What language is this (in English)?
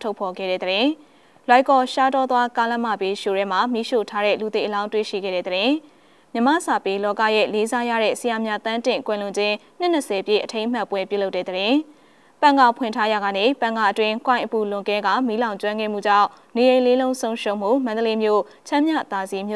Burmese